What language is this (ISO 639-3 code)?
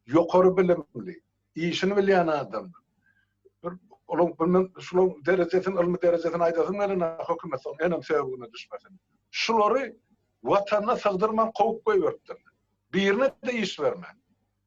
tuk